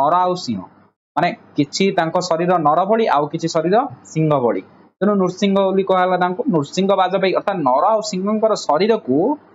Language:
Odia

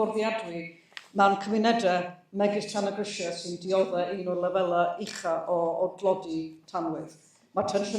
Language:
Welsh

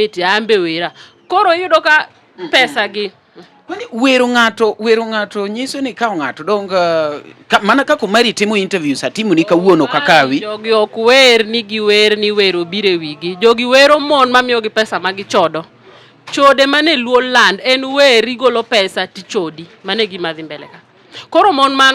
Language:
Luo (Kenya and Tanzania)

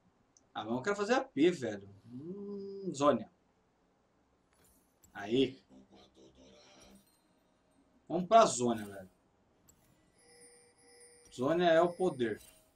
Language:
Portuguese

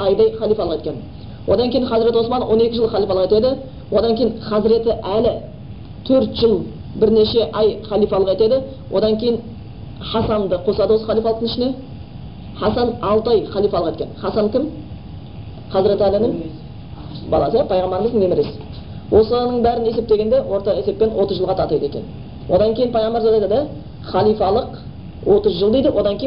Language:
Kazakh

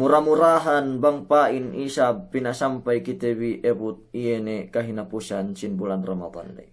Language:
Yakan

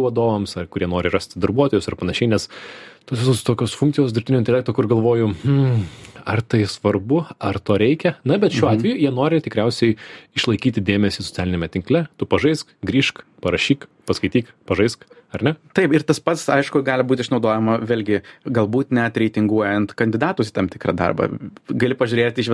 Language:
Lithuanian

